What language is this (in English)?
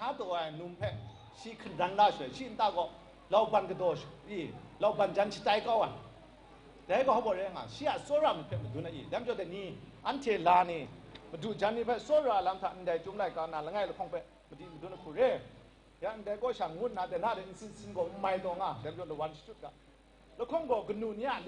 Kachin